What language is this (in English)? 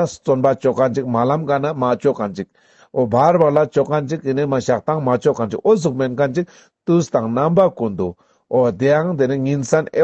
Ladakhi